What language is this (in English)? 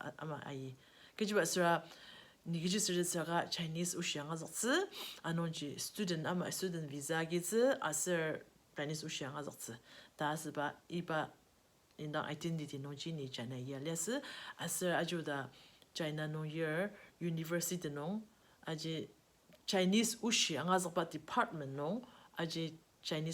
Ao Naga